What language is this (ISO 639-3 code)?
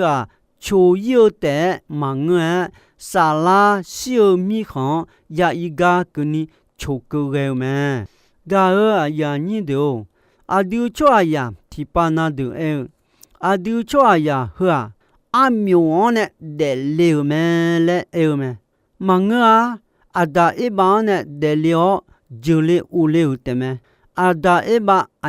ahk